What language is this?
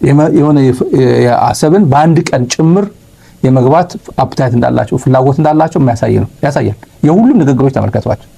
Amharic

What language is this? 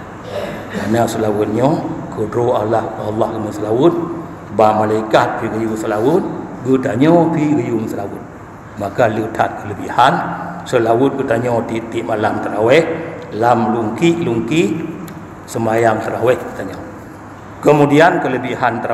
Achinese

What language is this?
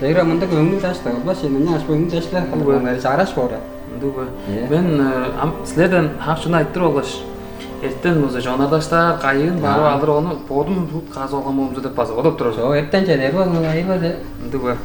Tuvinian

